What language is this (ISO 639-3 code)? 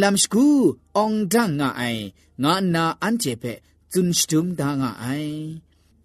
tha